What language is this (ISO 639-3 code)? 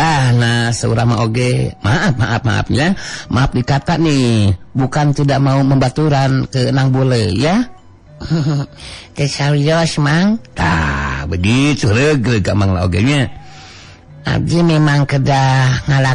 sun